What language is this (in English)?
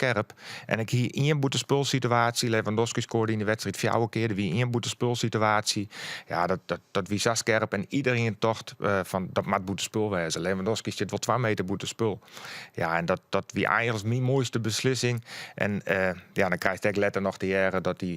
Western Frisian